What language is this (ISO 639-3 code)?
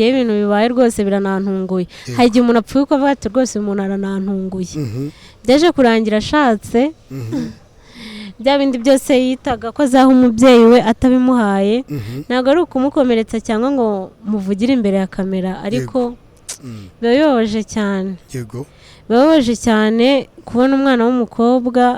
kin